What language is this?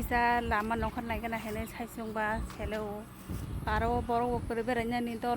Kok Borok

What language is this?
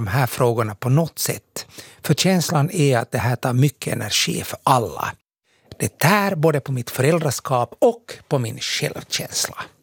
Swedish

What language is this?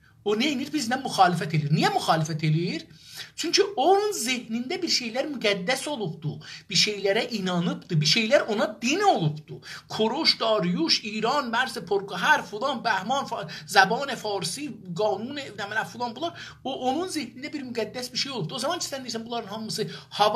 South Azerbaijani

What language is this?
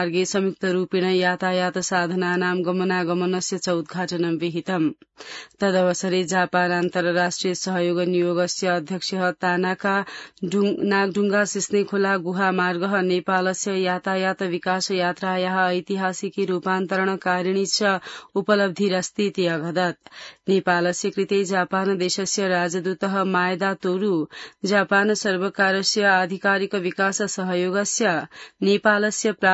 Sanskrit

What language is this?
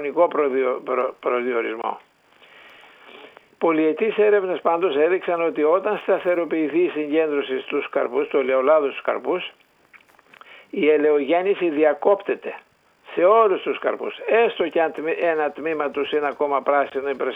Greek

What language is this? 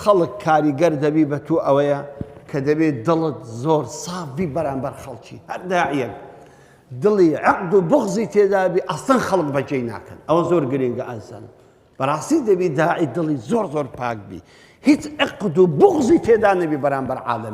Central Kurdish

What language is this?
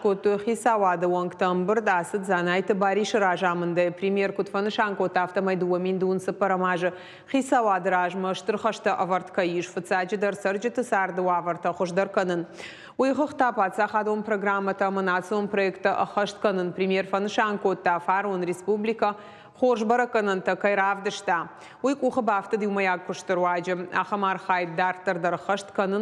Ossetic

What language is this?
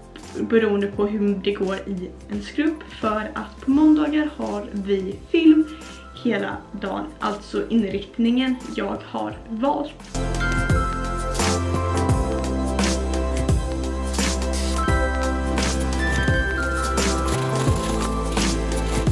Swedish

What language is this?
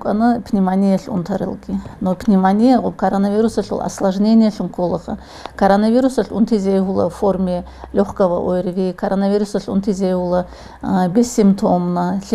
Avaric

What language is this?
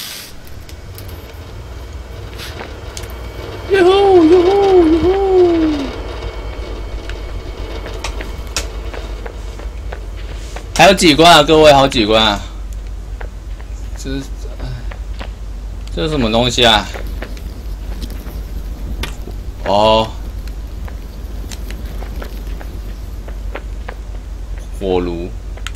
Chinese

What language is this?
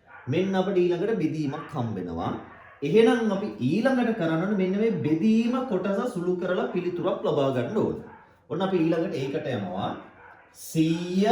Sinhala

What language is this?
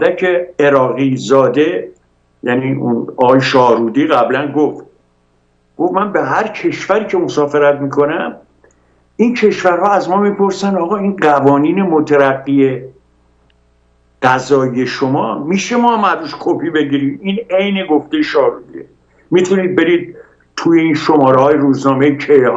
Persian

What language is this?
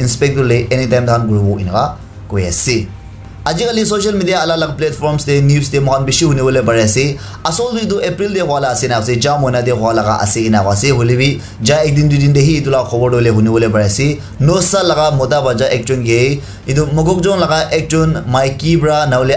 Naga Pidgin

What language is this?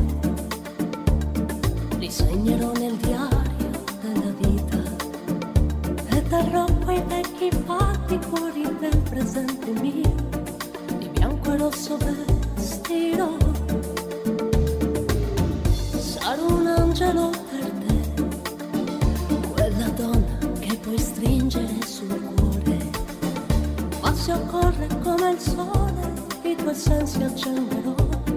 Italian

